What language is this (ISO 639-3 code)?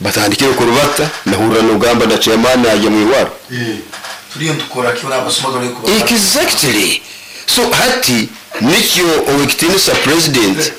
nyo